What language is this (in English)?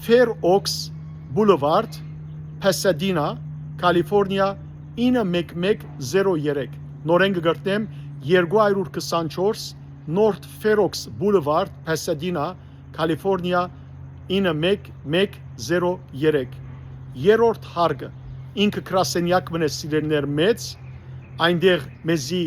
Western Armenian